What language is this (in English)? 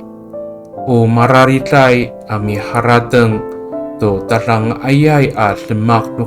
Amis